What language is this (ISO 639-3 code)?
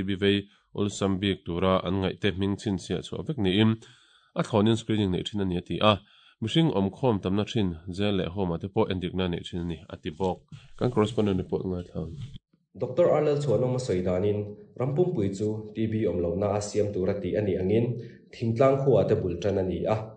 lus